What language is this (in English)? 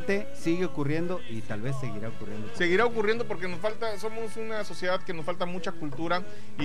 Spanish